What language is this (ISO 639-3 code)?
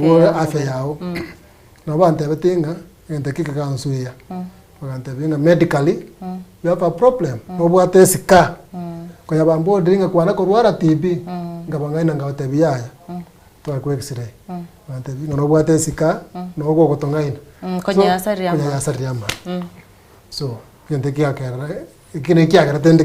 guz